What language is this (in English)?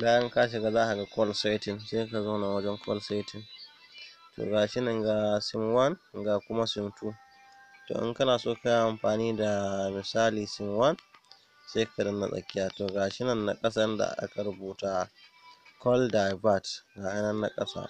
Hausa